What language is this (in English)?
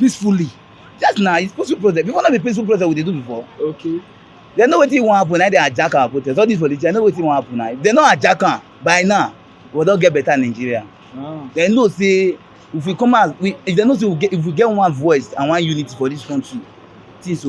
Nigerian Pidgin